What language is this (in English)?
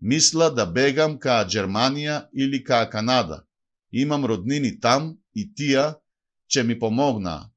Macedonian